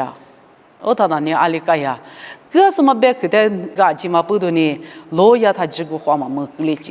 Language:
Lisu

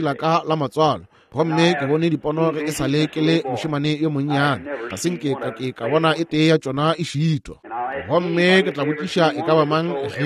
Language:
Northern Sotho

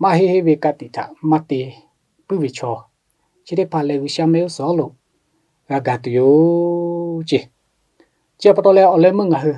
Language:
Lahu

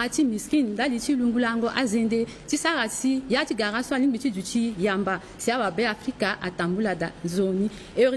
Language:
Sango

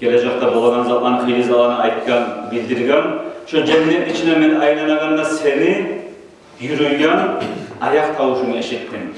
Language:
Kumyk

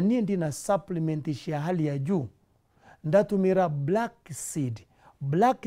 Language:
Meru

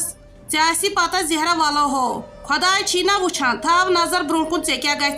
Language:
Kashmiri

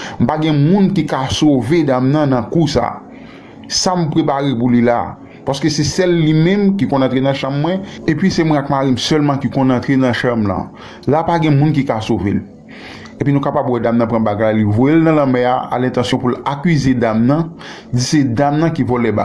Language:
Haitian Creole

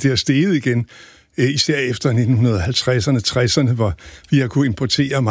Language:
Danish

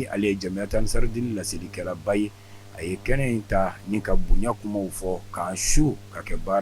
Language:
Bambara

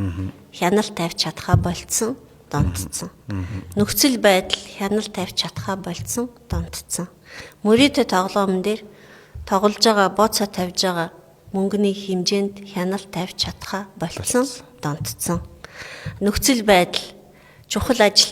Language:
Mongolian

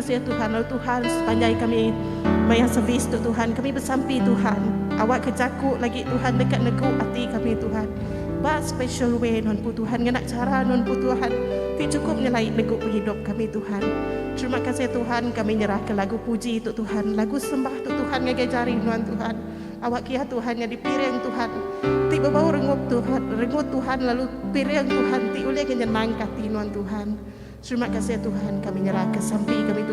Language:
Iban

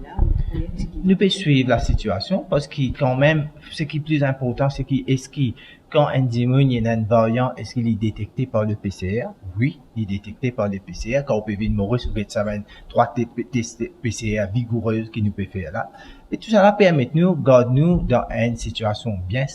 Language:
Morisyen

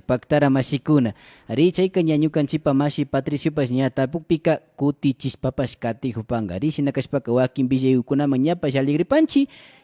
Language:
Imbabura Highland Quichua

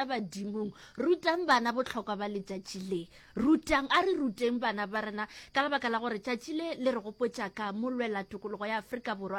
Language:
Northern Sotho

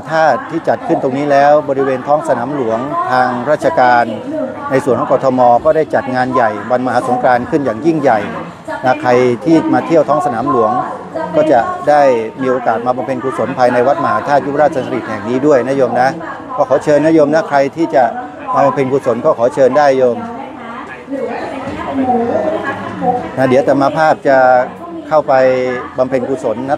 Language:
Thai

